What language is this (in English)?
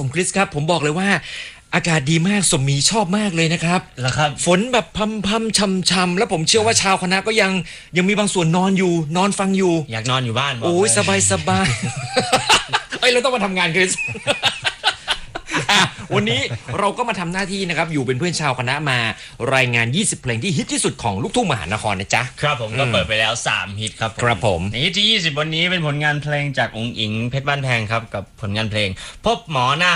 Thai